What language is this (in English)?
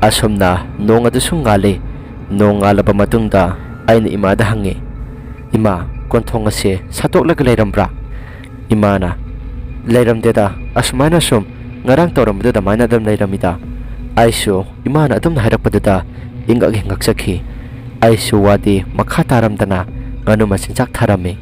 Manipuri